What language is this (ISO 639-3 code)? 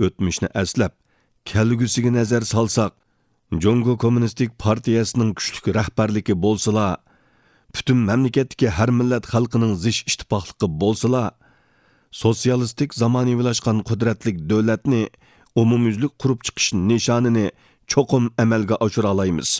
uig